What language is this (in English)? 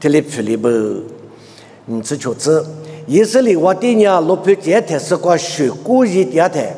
Lisu